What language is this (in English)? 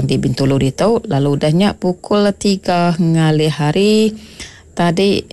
Iban